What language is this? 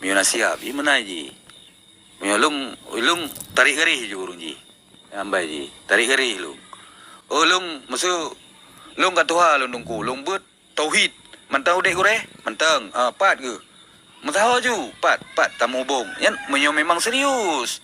Achinese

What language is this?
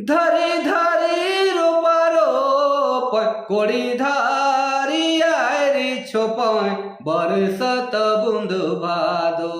Sadri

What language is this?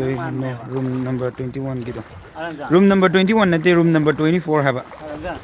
Manipuri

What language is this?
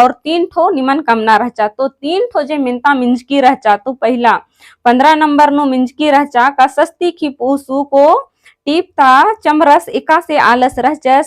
Kurukh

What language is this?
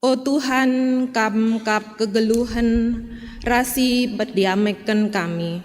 Batak Karo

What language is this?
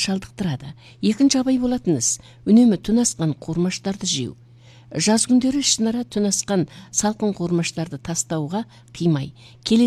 Kazakh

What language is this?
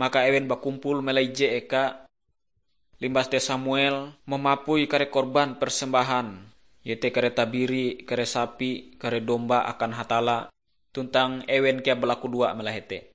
Ngaju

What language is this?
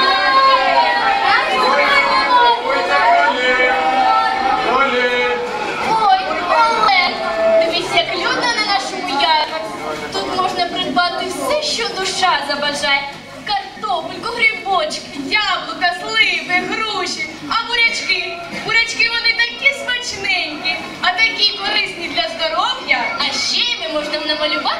Ukrainian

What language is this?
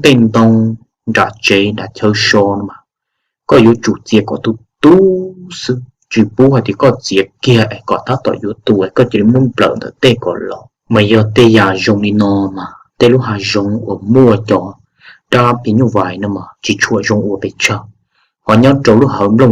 Hmong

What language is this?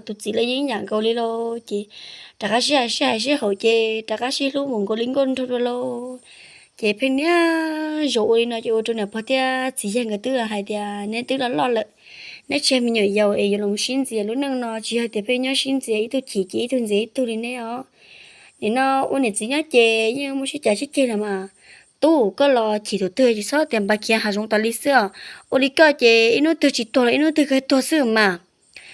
Hmong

